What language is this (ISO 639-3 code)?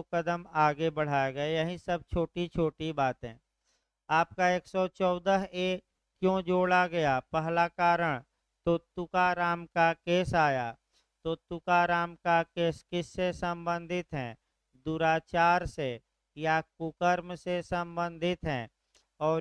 hin